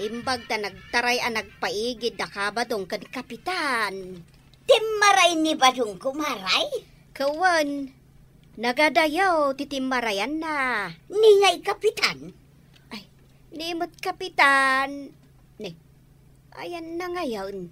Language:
Iloko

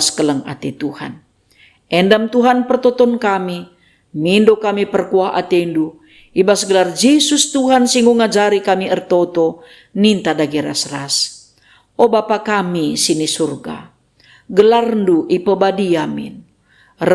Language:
Batak Karo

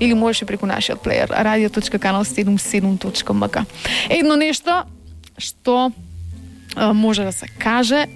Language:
Macedonian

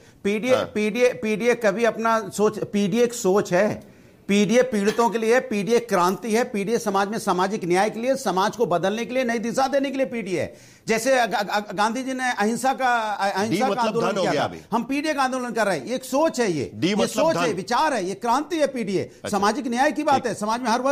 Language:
Hindi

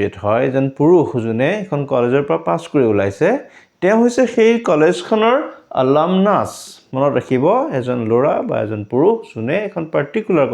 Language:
Assamese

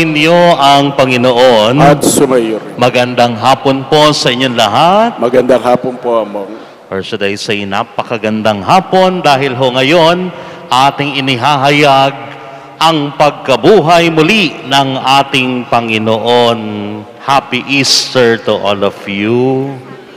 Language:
Filipino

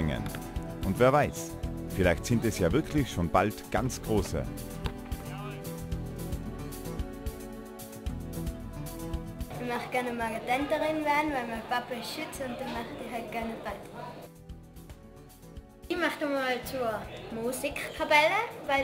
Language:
German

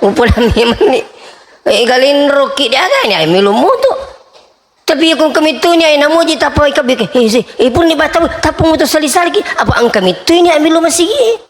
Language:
Buginese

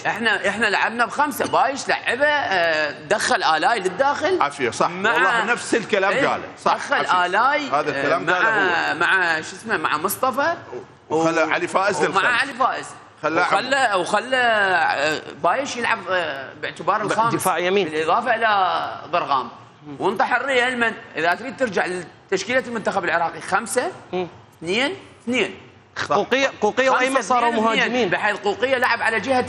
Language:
Mesopotamian Arabic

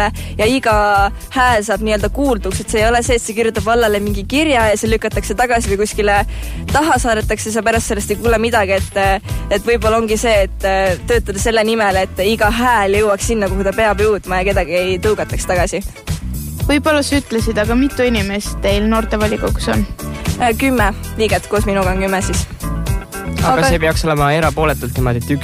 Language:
Estonian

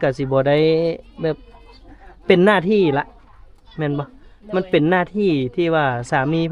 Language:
Lao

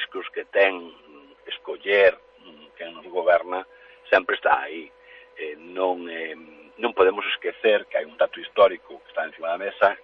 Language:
Galician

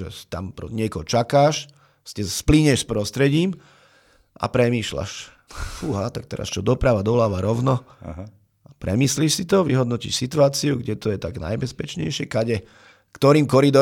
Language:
Slovak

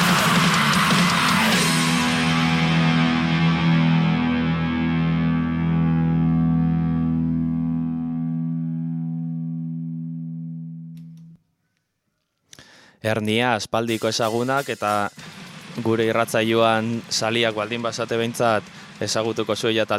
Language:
Basque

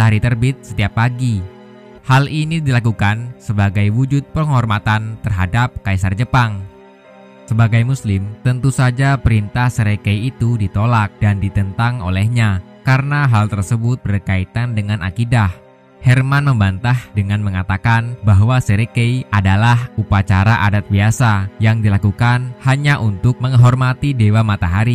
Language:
Indonesian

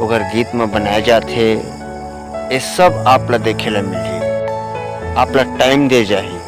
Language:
Chhattisgarhi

